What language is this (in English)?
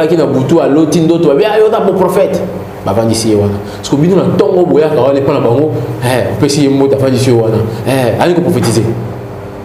Lingala